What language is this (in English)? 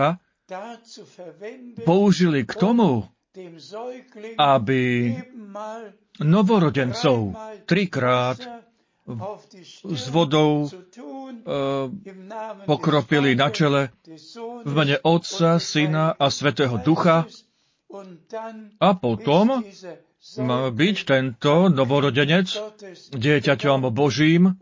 Slovak